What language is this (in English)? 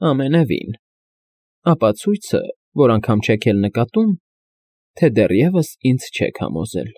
Armenian